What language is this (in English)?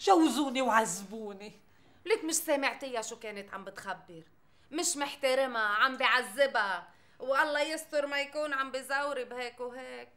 North Levantine Arabic